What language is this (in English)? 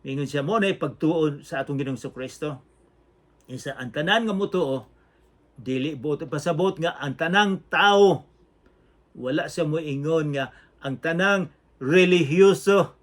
Cebuano